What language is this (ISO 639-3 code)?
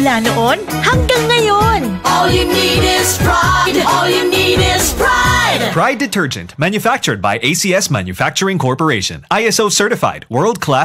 bik